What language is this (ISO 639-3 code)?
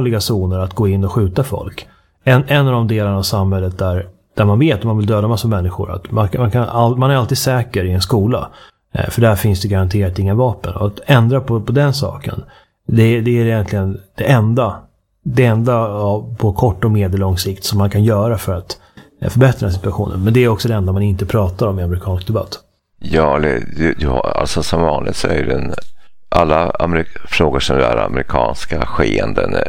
swe